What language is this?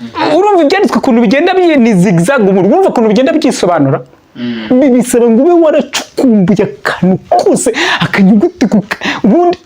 Kinyarwanda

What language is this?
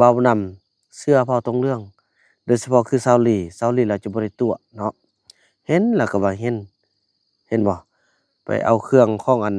Lao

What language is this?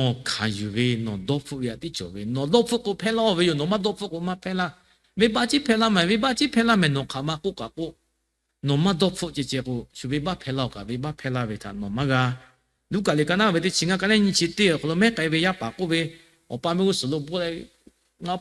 Lahu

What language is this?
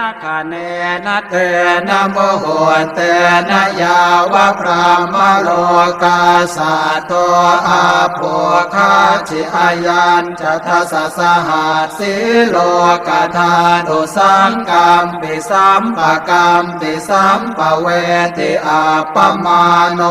Pali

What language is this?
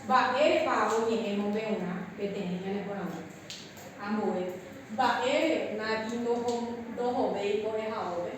Guarani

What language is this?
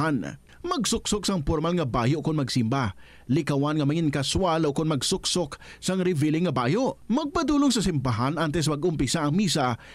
Hiligaynon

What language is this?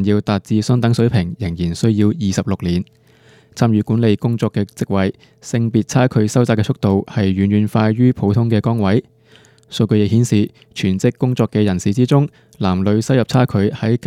Cantonese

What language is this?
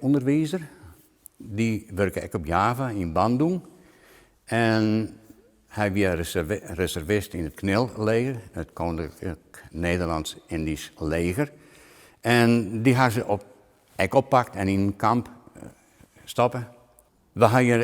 Western Frisian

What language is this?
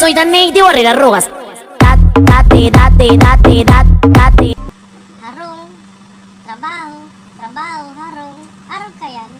Bikol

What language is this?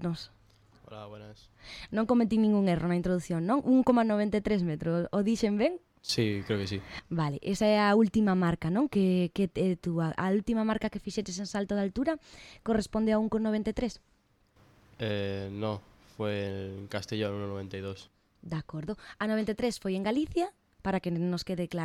Galician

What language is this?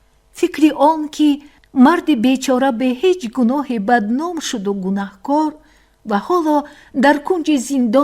Tajik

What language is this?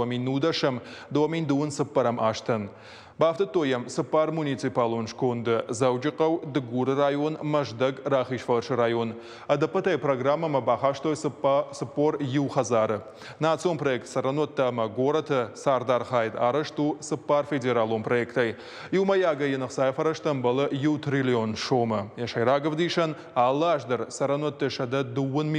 Ossetic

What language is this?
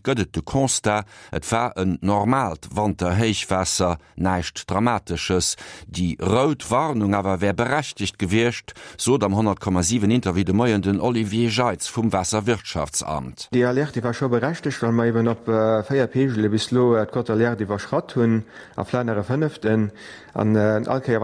Luxembourgish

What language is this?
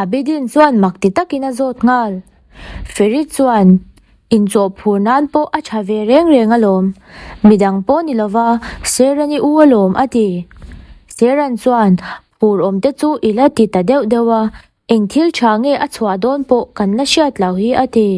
Mizo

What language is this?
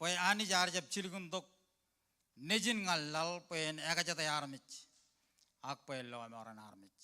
Marshallese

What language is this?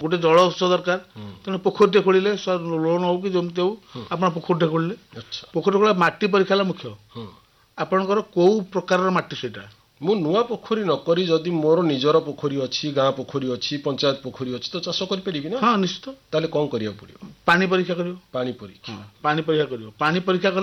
Odia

